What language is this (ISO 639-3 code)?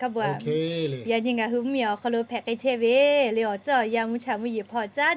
lhu